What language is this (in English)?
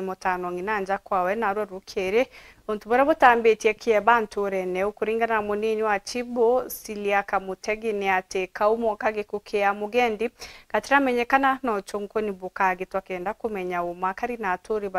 Meru